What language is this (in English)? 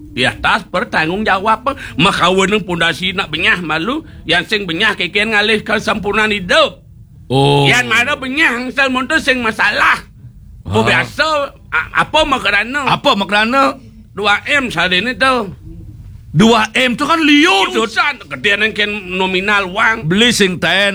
Balinese